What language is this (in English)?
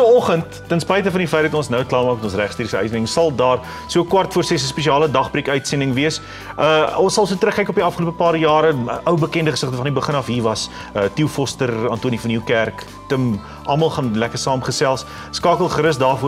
Afrikaans